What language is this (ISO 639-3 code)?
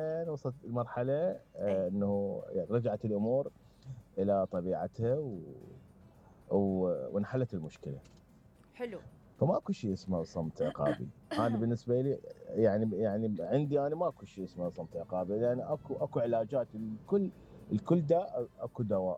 acm